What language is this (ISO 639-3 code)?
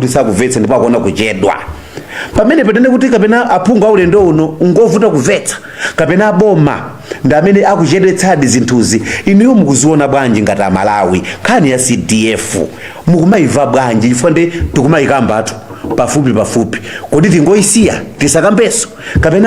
nya